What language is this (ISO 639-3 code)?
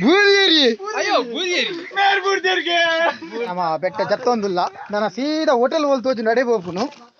tcy